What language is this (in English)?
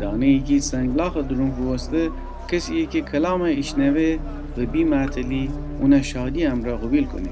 Gilaki